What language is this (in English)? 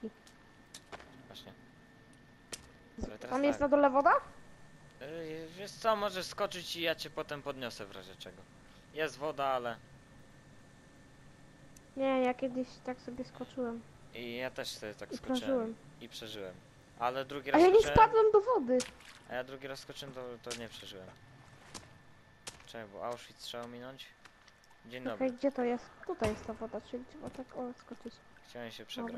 Polish